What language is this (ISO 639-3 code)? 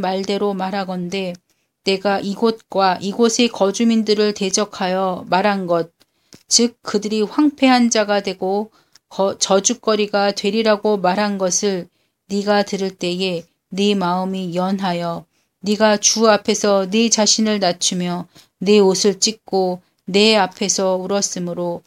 kor